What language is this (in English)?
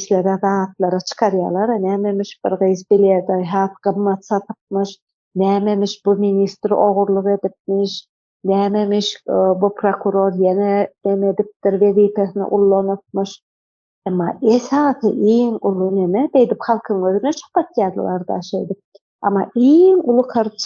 Turkmen